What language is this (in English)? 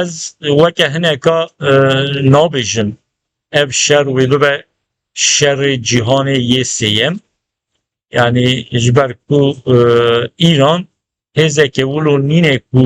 Kurdish